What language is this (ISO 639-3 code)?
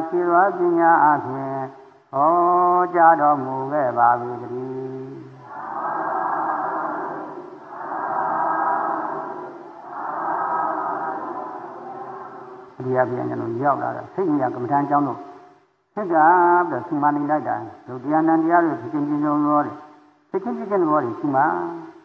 mya